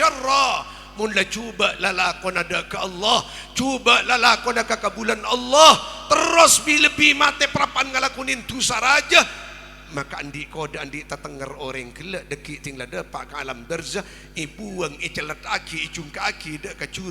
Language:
Madurese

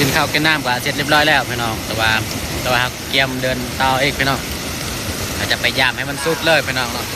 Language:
Northeastern Thai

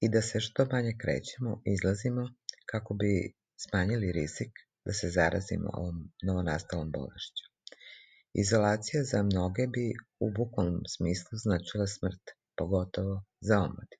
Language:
Serbian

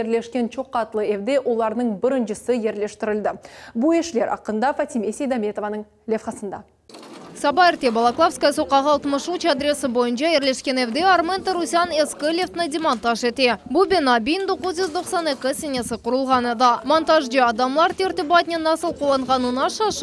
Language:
Crimean Tatar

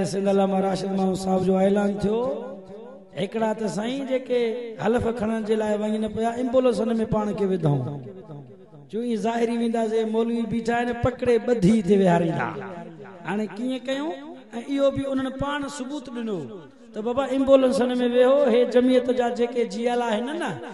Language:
Sindhi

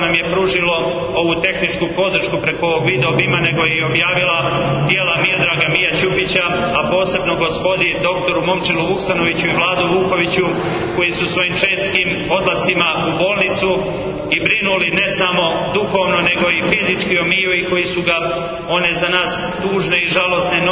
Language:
Serbian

